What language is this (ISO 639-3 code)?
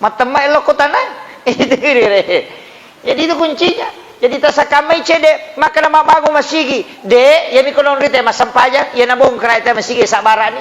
bug